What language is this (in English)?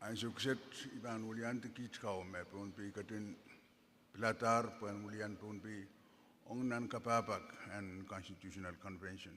Pohnpeian